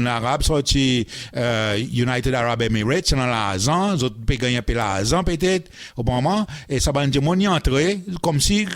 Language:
Seselwa Creole French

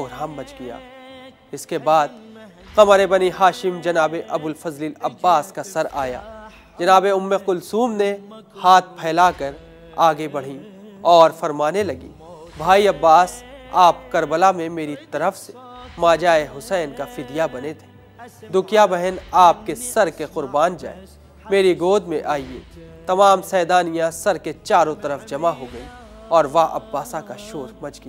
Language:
Urdu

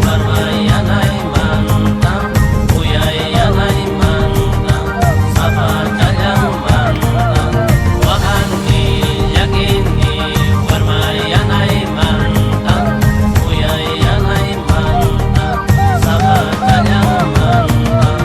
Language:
Xavánte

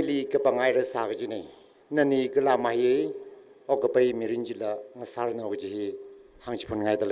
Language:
Tangkhul Naga (India)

